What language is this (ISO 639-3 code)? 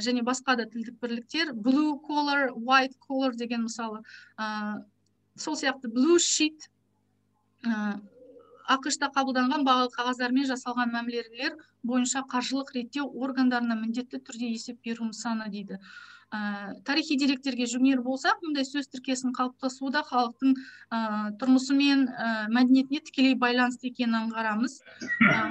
kaz